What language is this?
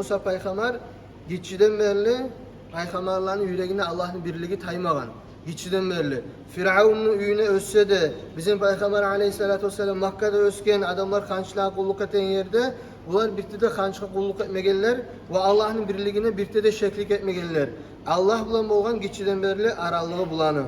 Kumyk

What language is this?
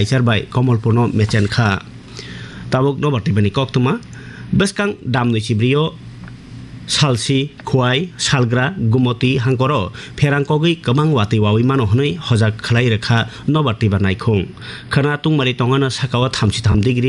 Kok Borok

